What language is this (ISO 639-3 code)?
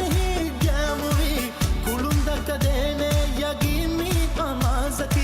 div